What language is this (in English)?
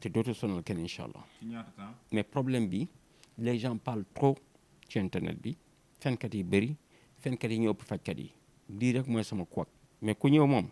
Wolof